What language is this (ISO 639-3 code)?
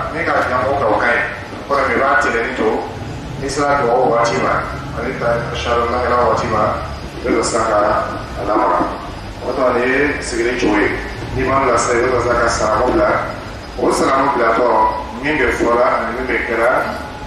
dyu